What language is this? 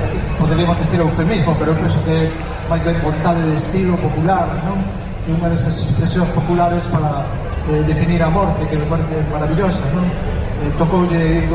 Galician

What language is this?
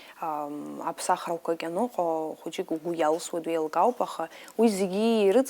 Abkhazian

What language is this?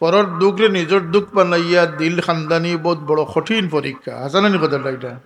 Sylheti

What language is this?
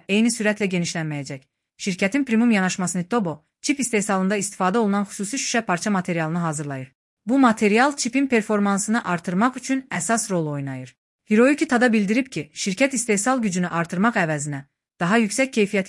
Azerbaijani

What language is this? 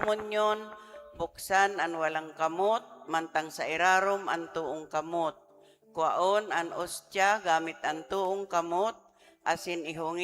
Bikol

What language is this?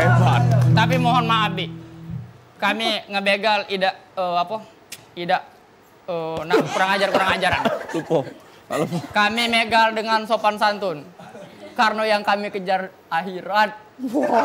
Musi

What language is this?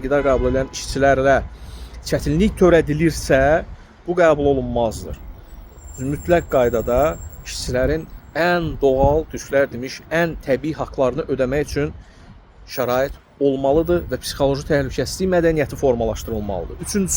Azerbaijani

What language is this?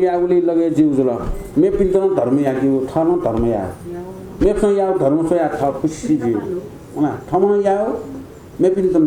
Newari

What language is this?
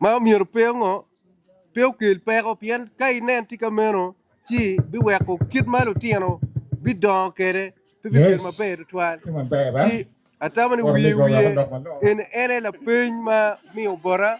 Acoli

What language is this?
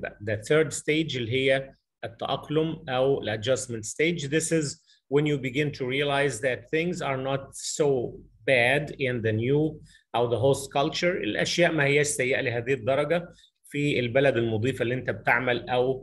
Egyptian Arabic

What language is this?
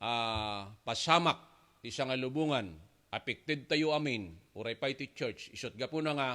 Iloko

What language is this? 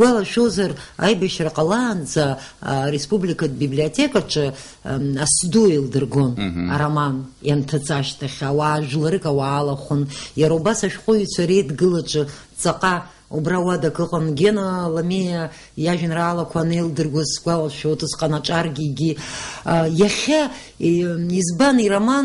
Abkhazian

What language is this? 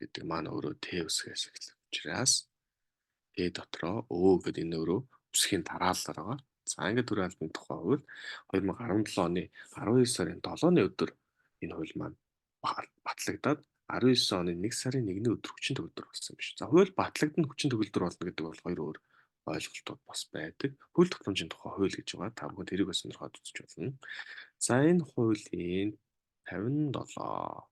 Mongolian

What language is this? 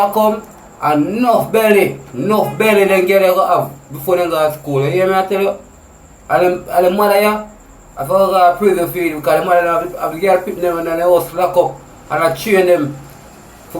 Jamaican Creole English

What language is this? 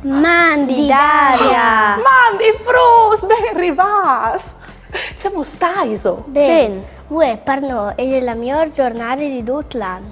Friulian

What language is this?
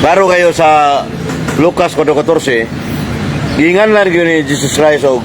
Cebuano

